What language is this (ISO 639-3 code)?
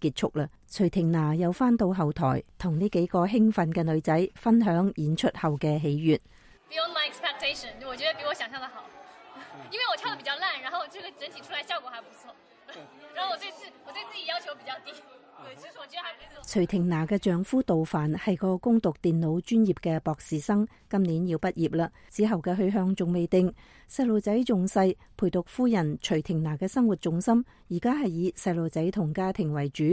yue